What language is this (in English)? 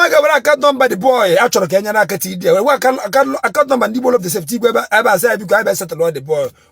Igbo